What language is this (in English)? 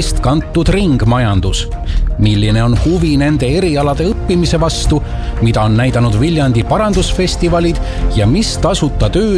Estonian